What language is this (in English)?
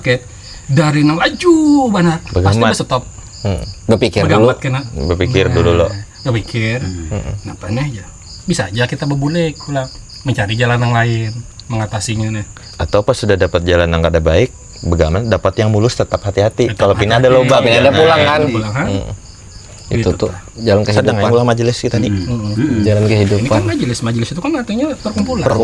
Banjar